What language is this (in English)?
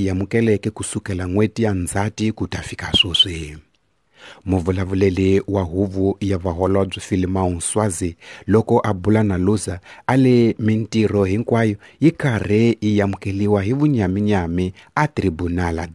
Tsonga